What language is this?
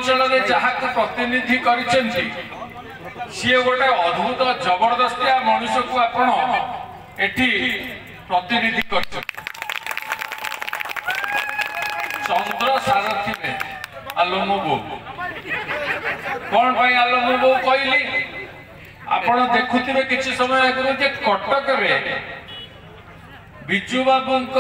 Odia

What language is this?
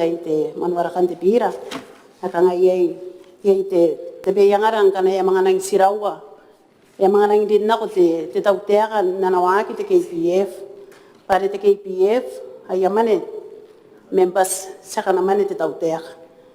Gilbertese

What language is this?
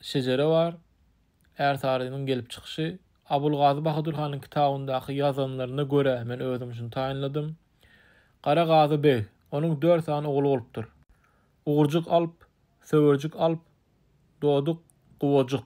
Turkmen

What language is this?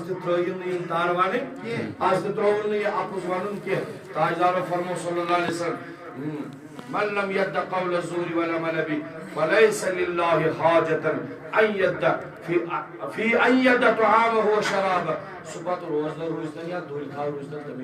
Kashmiri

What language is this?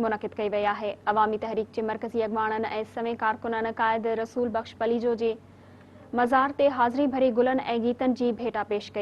Sindhi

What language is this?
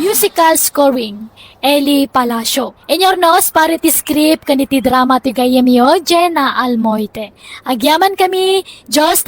Iloko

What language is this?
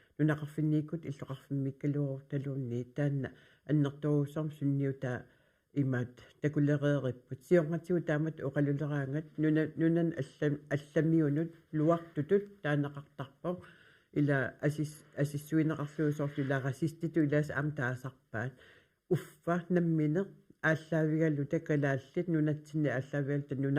Kalaallisut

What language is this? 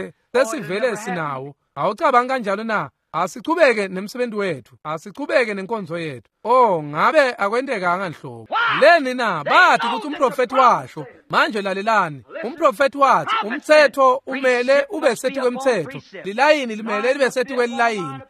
Swati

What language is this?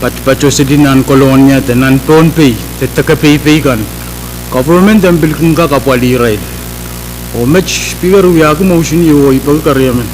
Pohnpeian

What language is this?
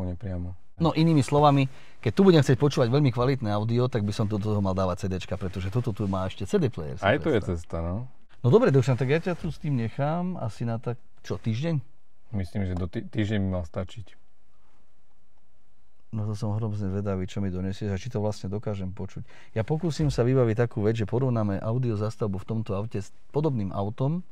Slovak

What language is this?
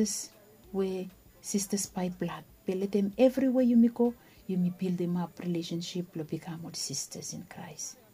Bislama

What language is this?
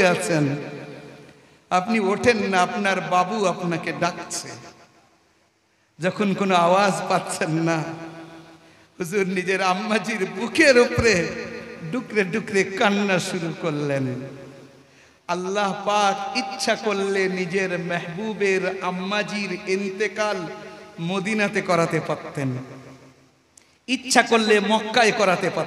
Bangla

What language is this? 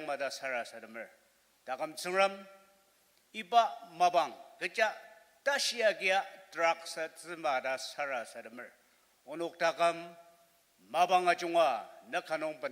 Ao Naga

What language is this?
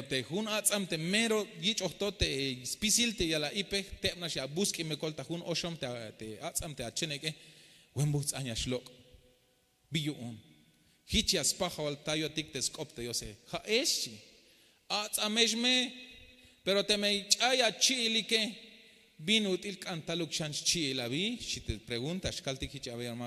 Tzeltal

